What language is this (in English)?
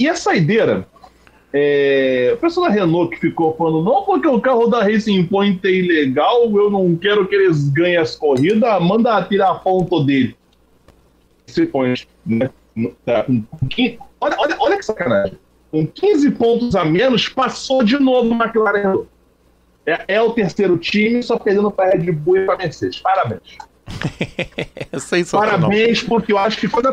Portuguese